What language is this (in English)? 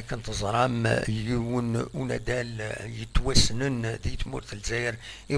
Kabyle